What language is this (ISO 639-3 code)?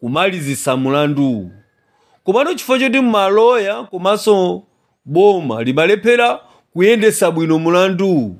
nya